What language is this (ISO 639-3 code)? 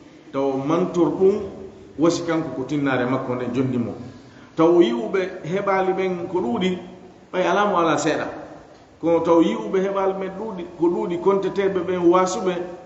ful